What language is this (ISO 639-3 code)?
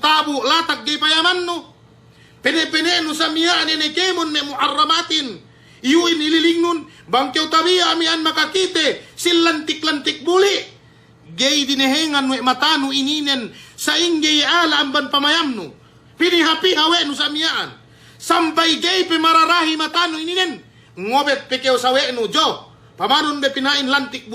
yka